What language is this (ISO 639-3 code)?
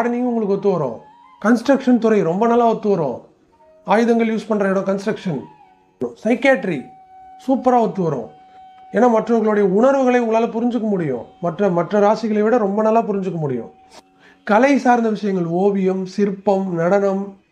tam